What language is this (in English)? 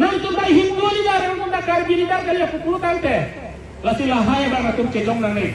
Karbi